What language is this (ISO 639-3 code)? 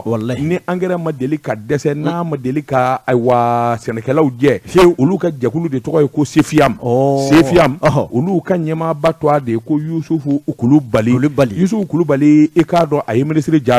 bam